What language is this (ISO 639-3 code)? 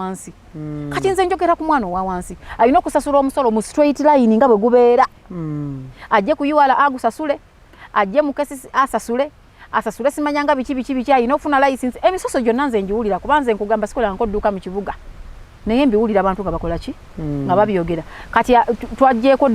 lug